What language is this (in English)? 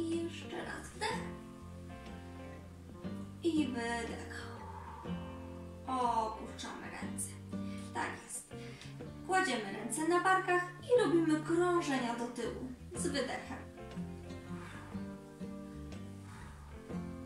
Polish